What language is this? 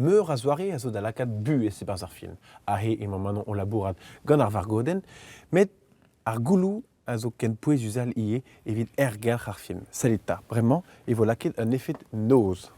Breton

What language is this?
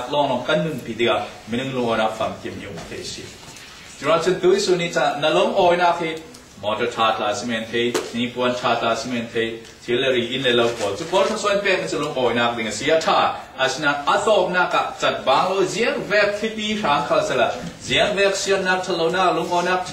Falam Chin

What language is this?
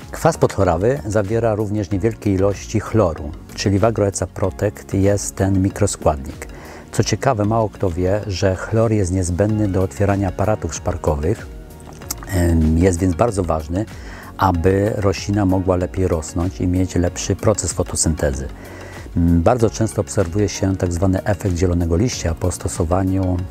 Polish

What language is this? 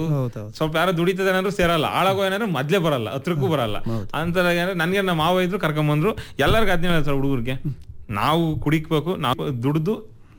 Kannada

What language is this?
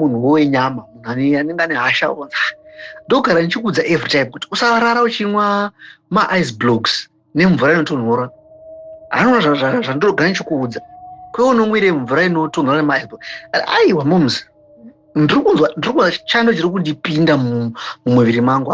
Shona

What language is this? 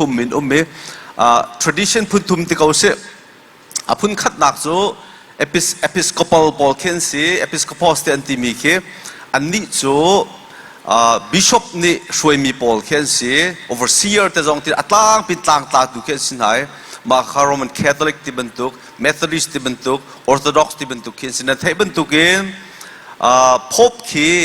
Hakha Chin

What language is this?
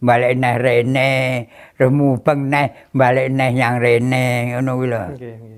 Javanese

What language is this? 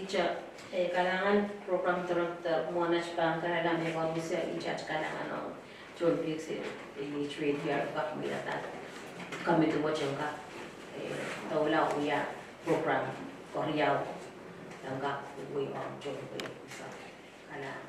Pohnpeian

